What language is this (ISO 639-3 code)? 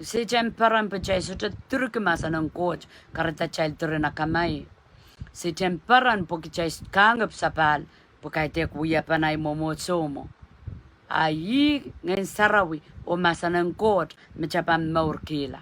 pon